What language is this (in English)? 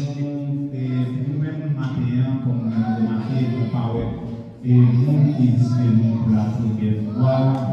Haitian Creole